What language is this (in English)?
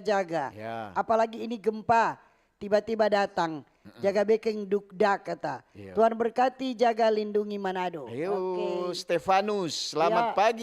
Manado Malay